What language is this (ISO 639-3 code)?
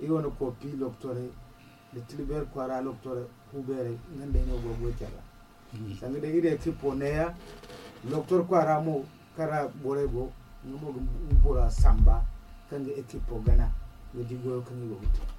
dje